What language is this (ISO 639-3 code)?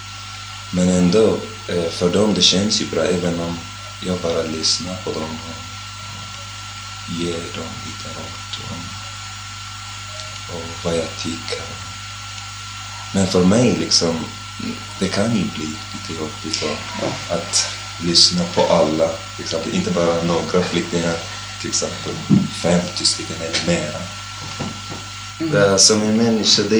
swe